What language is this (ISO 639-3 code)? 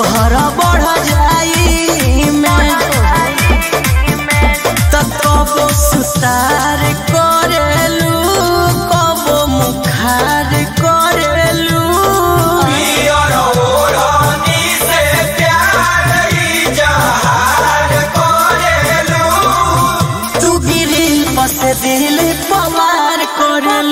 bho